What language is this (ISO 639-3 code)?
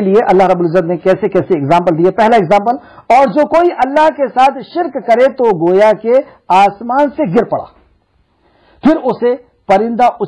urd